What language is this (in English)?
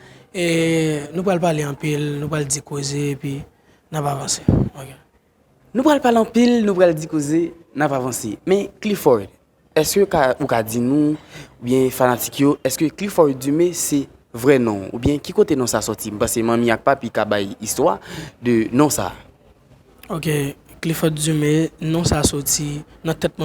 Haitian Creole